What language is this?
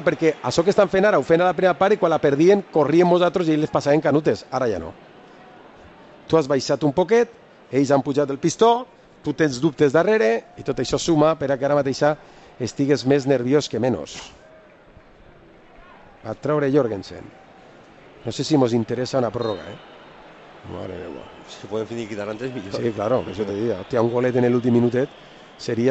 Catalan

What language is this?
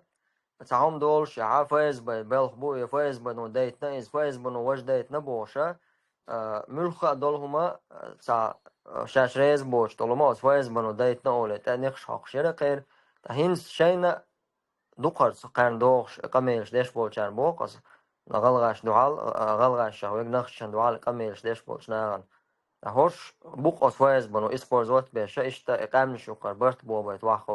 Chechen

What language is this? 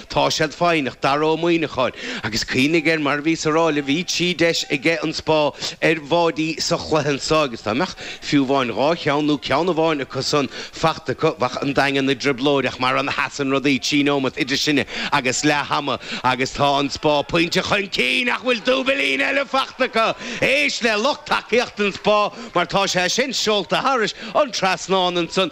Irish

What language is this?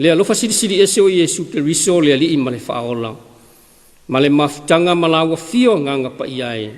Samoan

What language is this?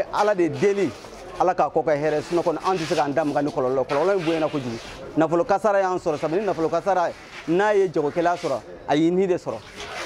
Bambara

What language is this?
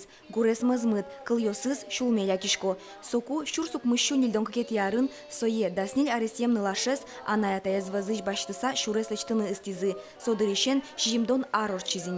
Udmurt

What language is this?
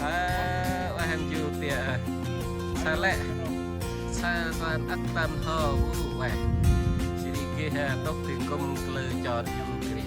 Central Mnong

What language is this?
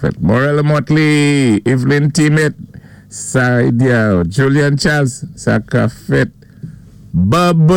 Saint Lucian Creole French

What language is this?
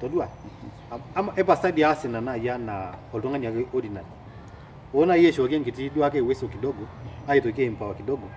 Masai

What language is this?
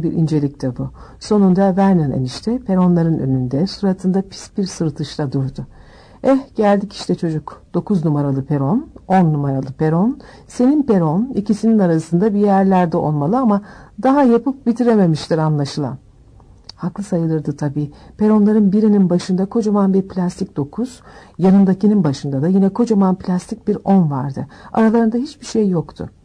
Turkish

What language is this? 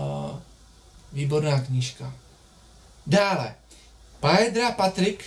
Czech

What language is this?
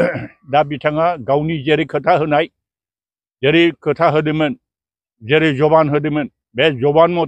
Bodo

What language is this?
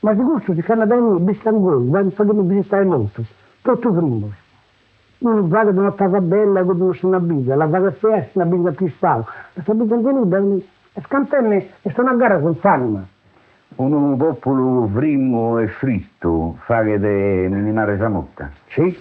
Sardinian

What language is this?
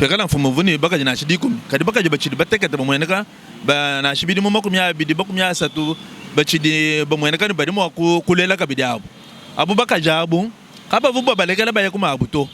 Luba-Lulua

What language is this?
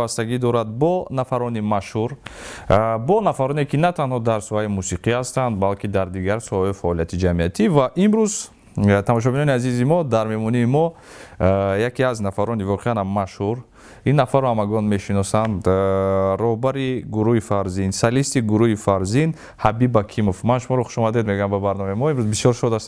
Tajik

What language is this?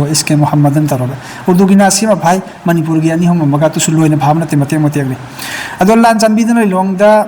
Manipuri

